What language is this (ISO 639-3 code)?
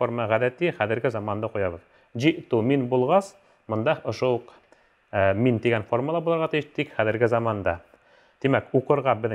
bak